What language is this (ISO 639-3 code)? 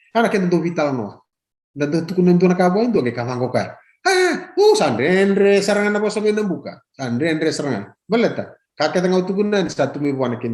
fij